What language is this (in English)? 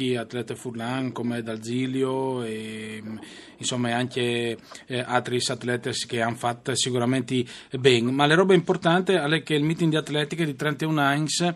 Friulian